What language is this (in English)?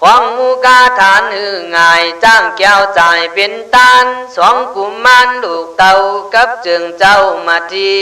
Khün